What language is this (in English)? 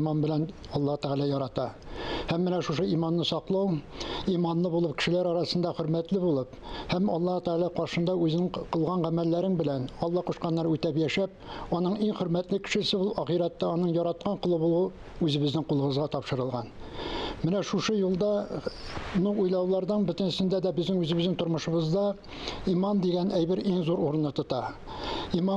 Tatar